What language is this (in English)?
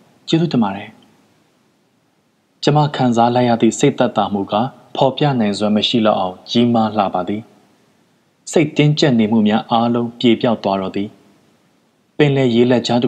Burmese